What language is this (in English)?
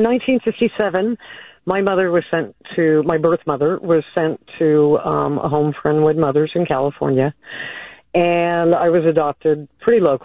English